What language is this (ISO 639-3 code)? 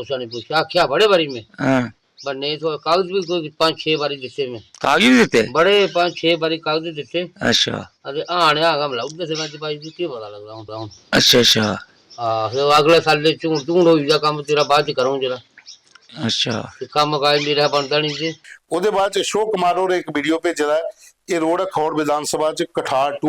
doi